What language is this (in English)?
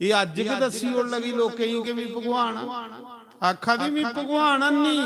Dogri